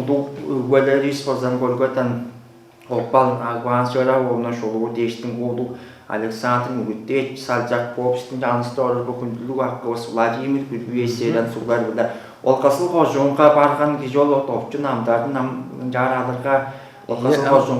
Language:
Tuvinian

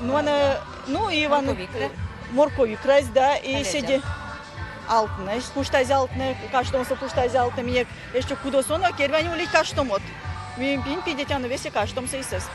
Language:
Erzya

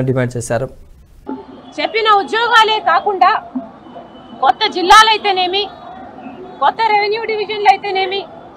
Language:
Telugu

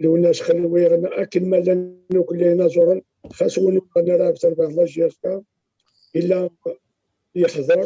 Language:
Kabyle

